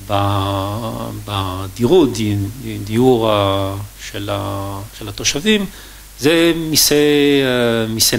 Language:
Hebrew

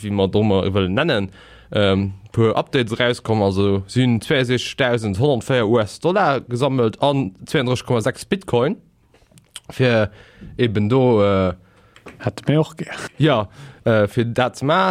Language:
Luxembourgish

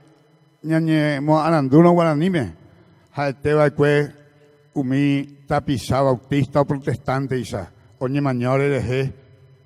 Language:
Guarani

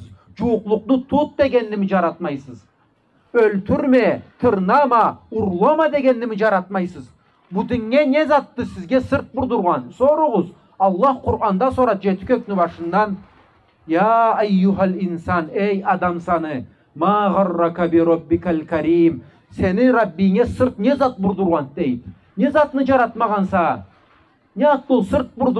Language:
Karachay-Balkar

